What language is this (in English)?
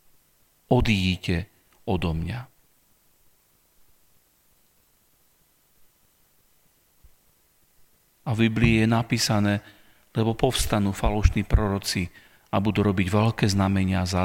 Slovak